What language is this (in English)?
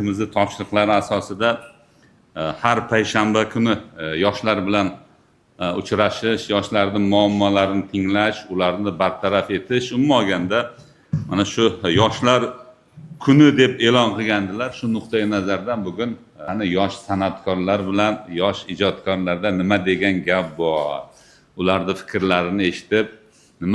Uzbek